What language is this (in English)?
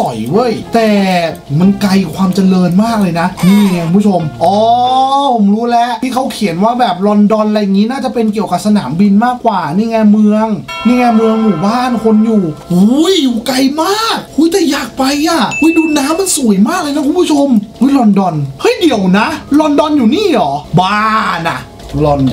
Thai